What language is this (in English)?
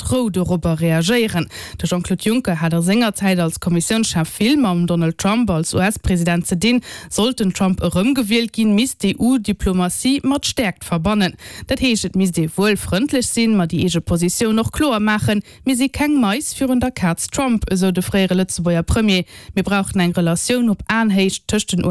Luxembourgish